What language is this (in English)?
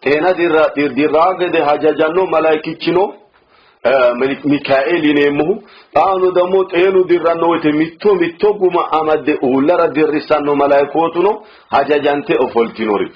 Sidamo